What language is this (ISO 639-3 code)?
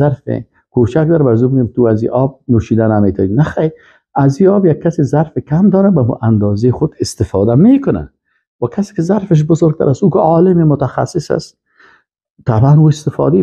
fas